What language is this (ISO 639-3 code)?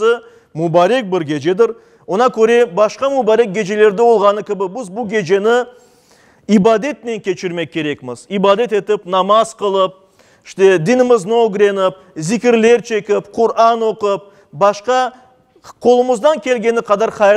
crh